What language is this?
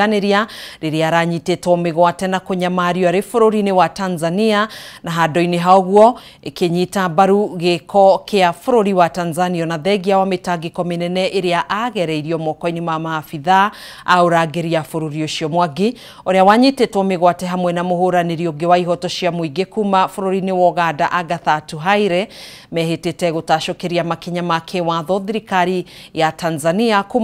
Kikuyu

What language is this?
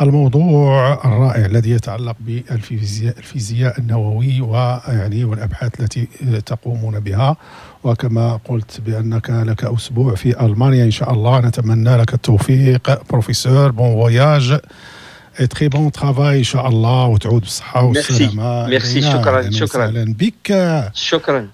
Moroccan Arabic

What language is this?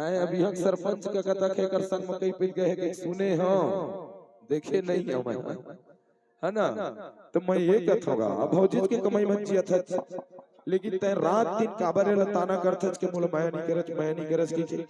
Chhattisgarhi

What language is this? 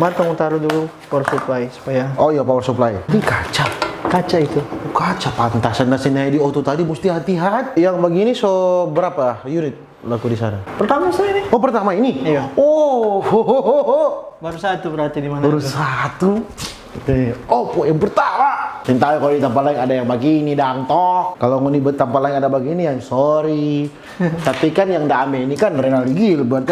Manado Malay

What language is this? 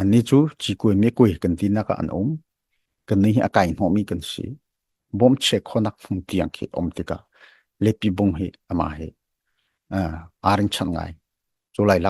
Hakha Chin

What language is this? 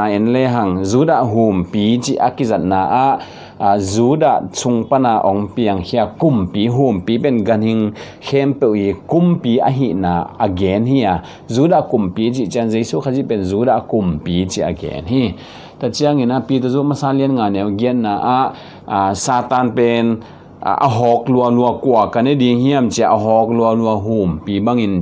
Tedim Chin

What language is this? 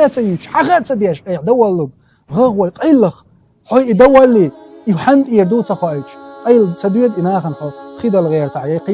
Chechen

